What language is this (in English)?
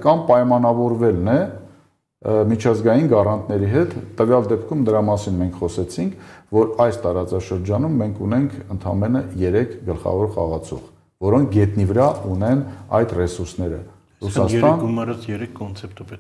Armenian